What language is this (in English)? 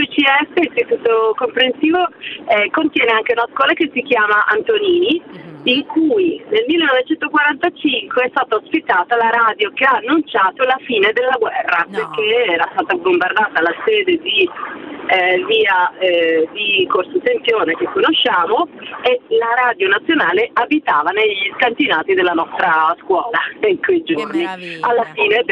Italian